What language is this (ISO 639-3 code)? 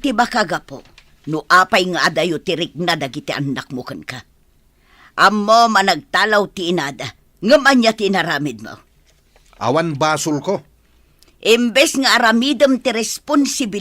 ilo